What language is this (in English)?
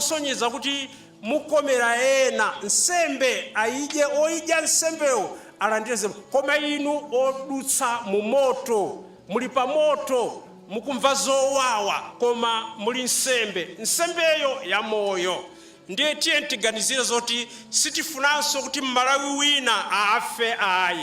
Nyanja